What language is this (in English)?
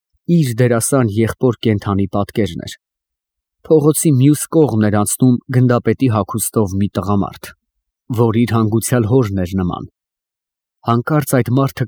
Armenian